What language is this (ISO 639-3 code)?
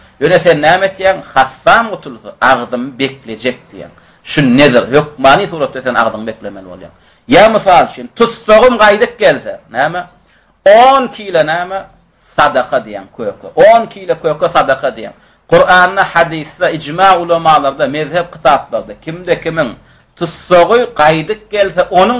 tuk